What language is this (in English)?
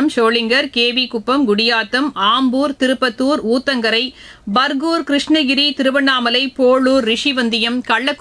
Tamil